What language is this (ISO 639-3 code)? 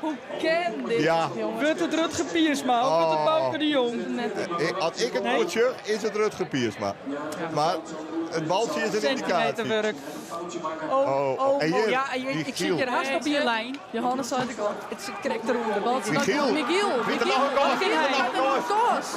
fry